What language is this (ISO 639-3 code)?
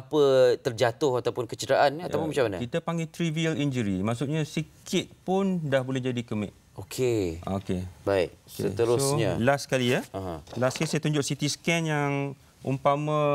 msa